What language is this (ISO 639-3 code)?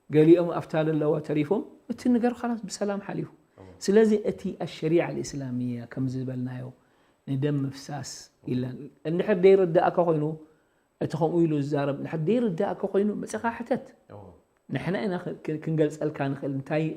tir